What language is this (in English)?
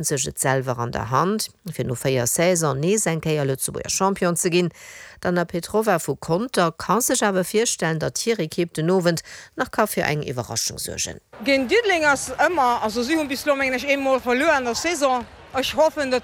Luxembourgish